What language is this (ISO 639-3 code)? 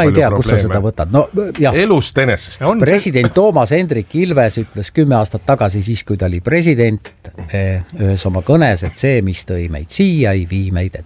est